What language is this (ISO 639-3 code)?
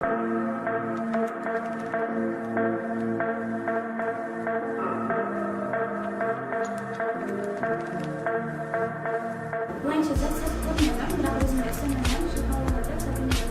kaa